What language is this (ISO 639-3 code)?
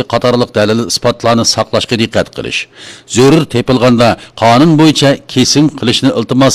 uig